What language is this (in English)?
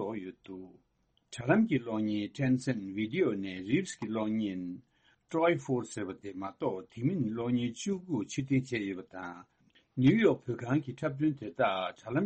Tibetan